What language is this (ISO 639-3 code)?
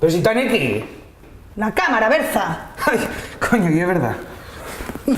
ast